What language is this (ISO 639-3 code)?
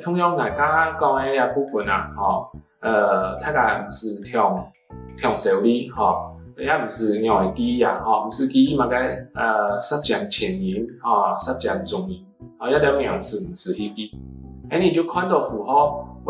hak